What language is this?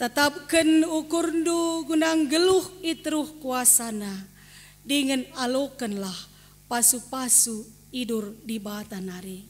Batak Karo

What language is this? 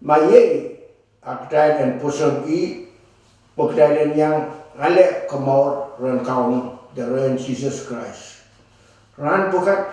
Pohnpeian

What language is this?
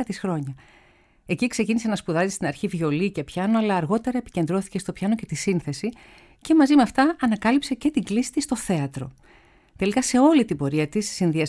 Greek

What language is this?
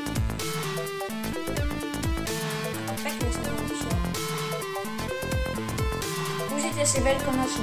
Slovak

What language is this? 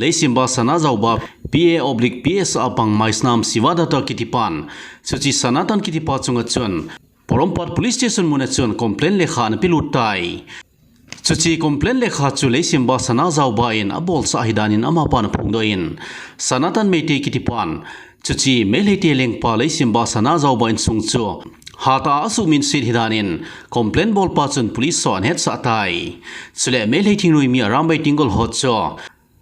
Thado Chin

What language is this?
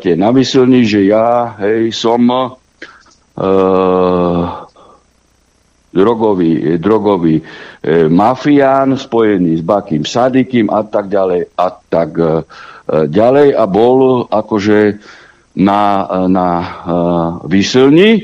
Slovak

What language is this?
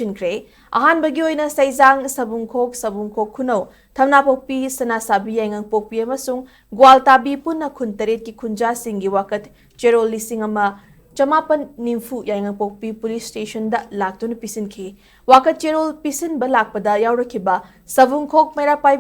Manipuri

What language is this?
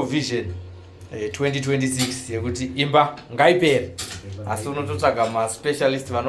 Shona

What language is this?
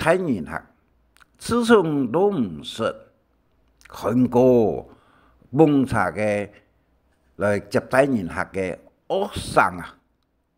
Hakka Chinese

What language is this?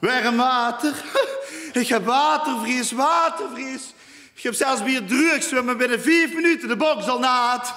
Limburgish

